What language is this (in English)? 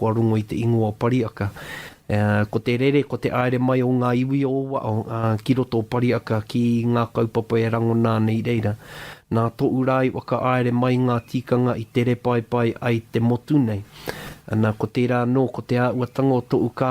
Māori